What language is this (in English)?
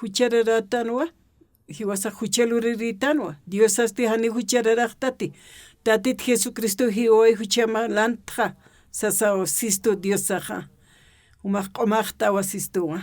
Aymara